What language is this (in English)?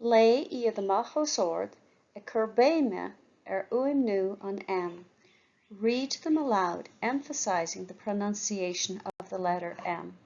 Irish